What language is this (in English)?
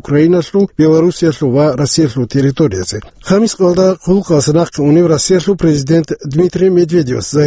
Avaric